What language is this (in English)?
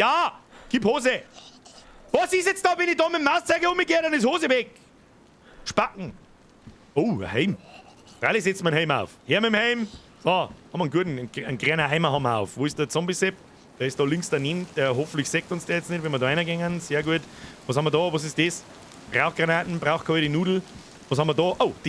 Bavarian